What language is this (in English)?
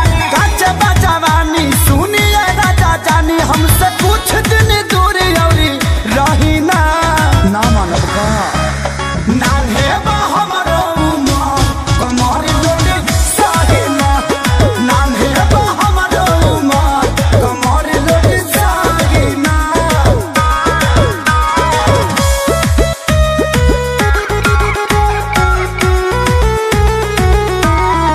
Bhojpuri